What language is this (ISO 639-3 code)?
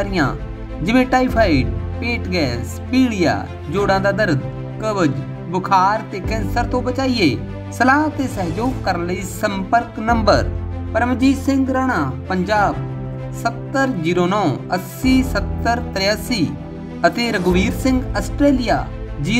pan